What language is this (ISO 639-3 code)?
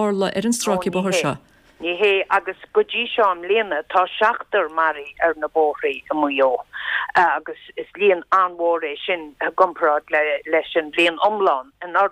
gle